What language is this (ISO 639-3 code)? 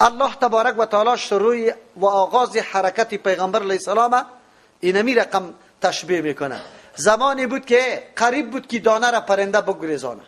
fas